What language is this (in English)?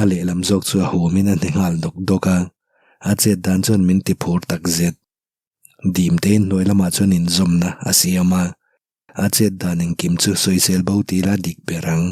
Mizo